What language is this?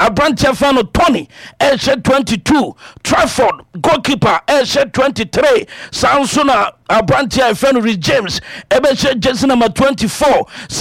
Akan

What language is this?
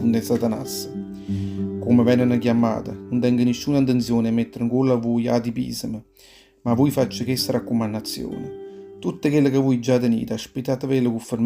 Neapolitan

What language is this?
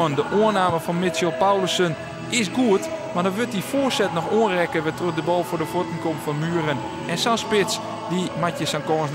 Western Frisian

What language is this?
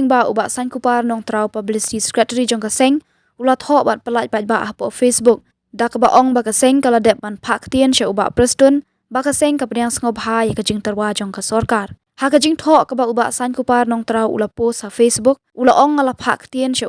Khasi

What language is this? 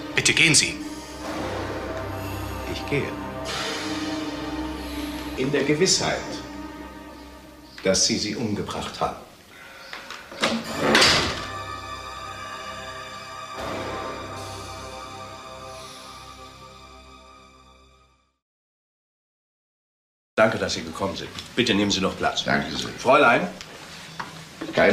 German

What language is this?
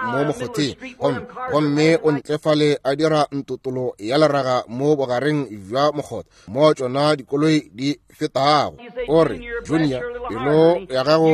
Northern Sotho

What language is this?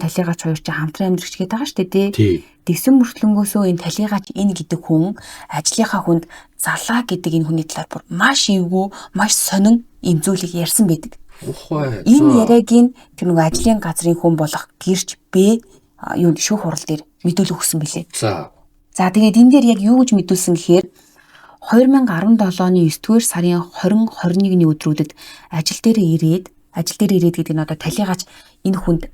Mongolian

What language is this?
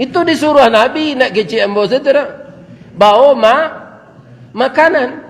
Minangkabau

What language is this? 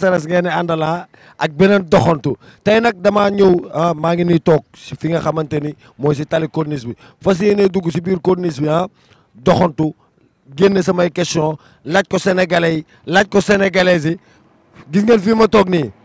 Wolof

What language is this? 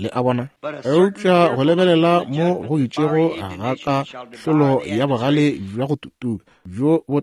Northern Sotho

